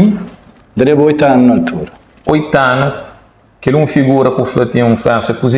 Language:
Kabuverdianu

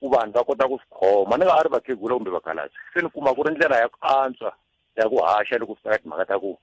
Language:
Tsonga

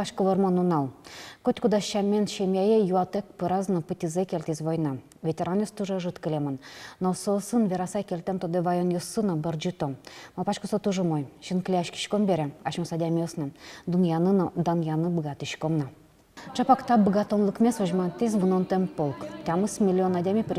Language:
Udmurt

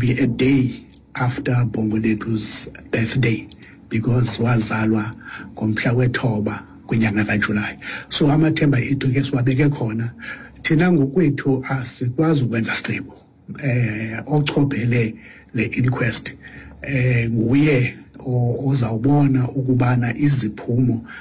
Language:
Xhosa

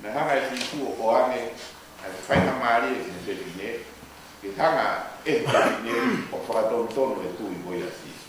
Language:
Tongan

